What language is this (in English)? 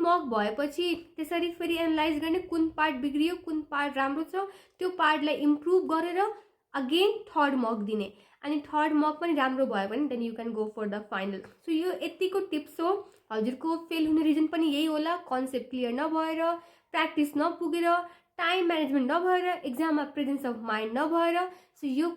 Nepali